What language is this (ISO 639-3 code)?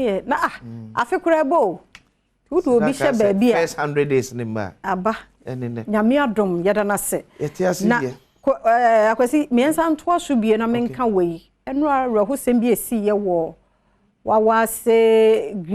aka